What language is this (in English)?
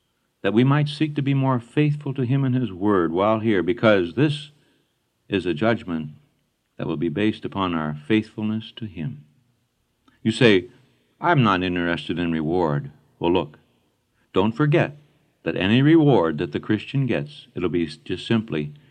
English